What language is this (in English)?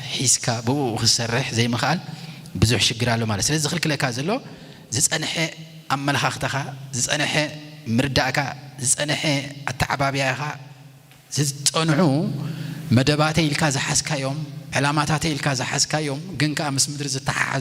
Tigrinya